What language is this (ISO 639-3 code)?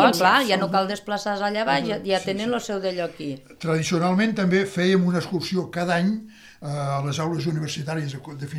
cat